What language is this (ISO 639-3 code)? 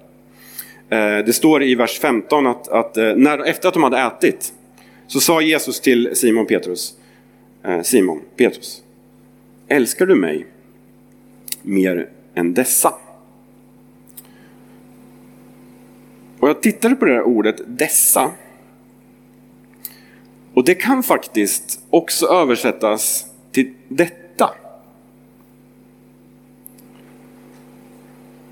swe